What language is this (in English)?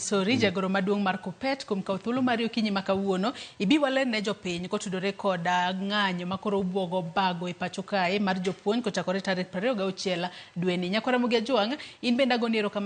Luo (Kenya and Tanzania)